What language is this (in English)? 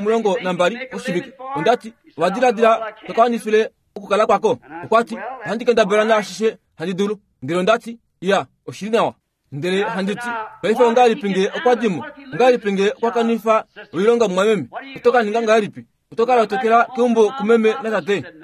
Kuanyama